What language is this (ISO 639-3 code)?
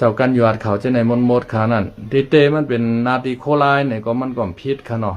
shn